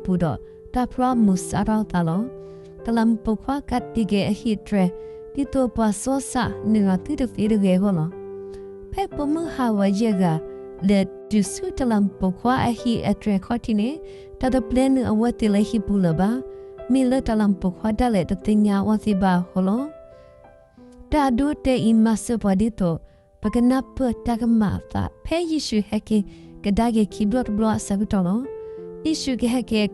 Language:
S'gaw Karen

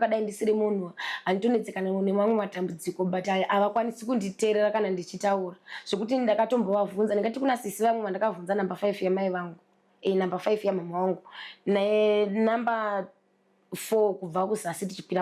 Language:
Shona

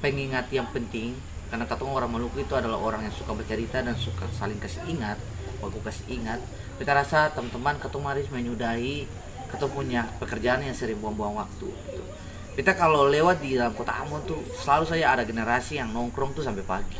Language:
Ambonese Malay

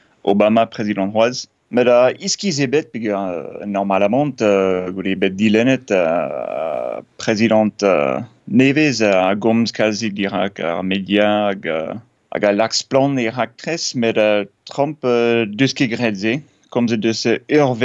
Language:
Breton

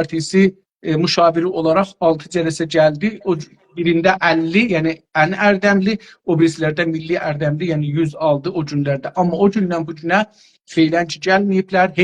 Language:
South Azerbaijani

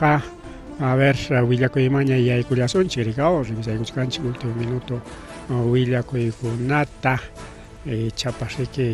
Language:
Ayacucho Quechua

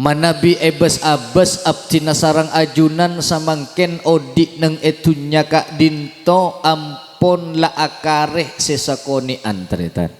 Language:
Madurese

